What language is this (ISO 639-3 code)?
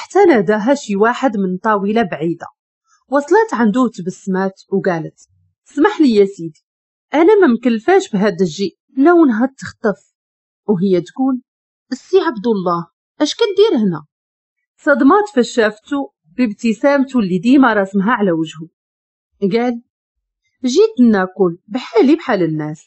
ary